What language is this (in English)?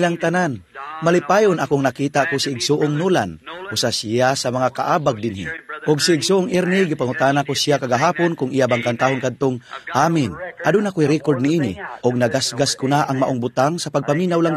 Cebuano